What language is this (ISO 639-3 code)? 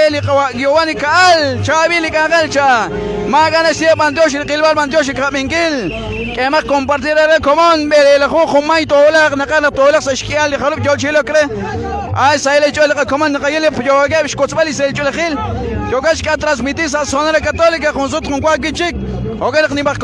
kek